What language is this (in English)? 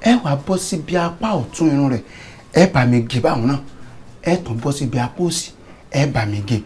Yoruba